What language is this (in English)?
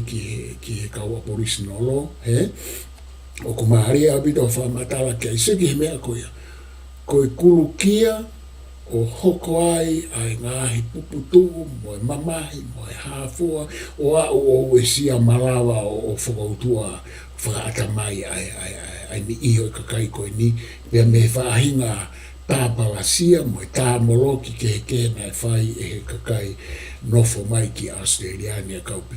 Tongan